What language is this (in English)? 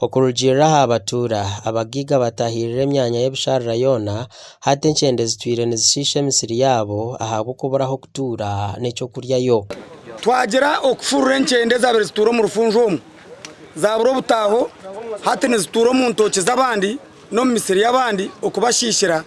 Nyankole